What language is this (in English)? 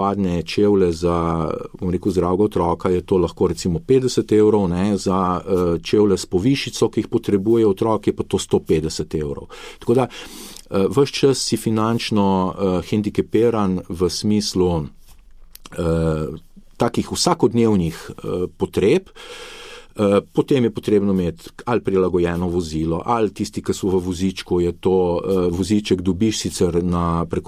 Slovenian